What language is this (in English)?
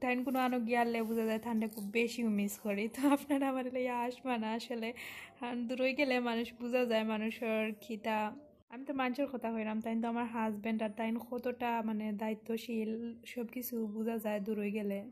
Sylheti